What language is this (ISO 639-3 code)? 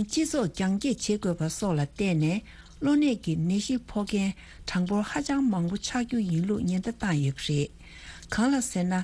bod